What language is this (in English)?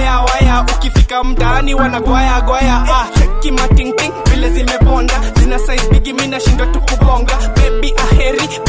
Swahili